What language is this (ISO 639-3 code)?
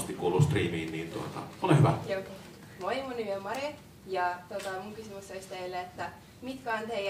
fin